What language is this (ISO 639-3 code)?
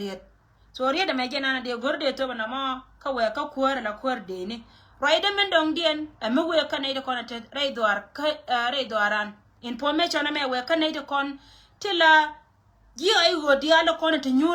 nus